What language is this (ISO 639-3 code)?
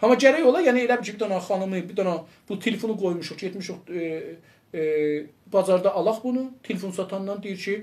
azb